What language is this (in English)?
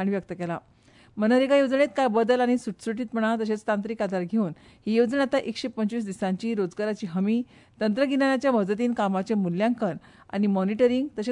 Konkani